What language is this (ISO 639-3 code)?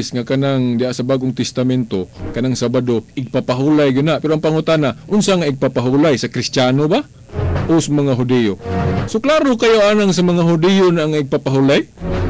ceb